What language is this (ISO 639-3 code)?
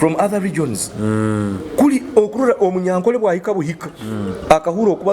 nyo